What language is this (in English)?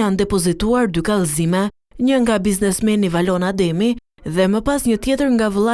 Albanian